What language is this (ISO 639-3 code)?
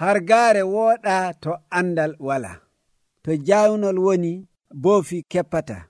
fuv